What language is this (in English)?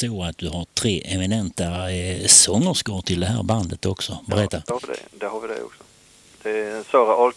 Swedish